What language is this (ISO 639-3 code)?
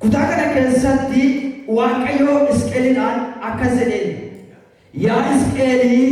orm